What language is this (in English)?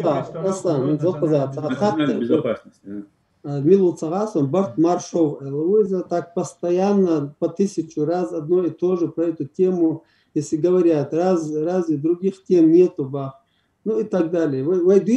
Chechen